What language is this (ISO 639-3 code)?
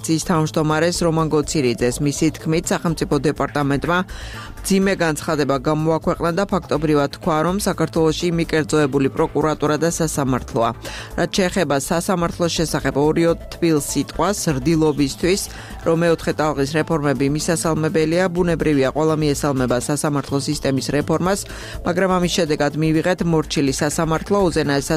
kat